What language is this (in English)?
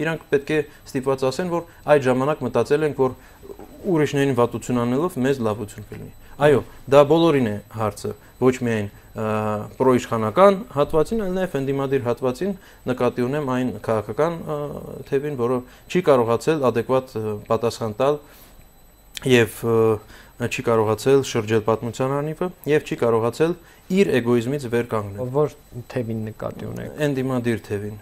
Armenian